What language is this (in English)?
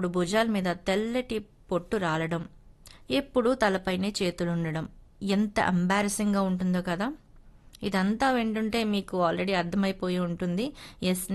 Telugu